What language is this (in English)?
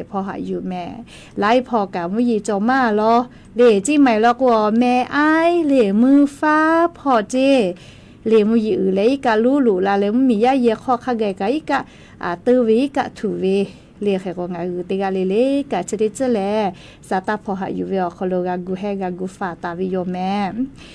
Lahu